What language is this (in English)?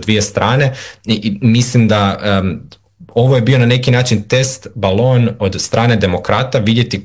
Croatian